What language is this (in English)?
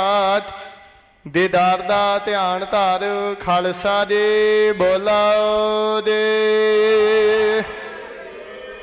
Punjabi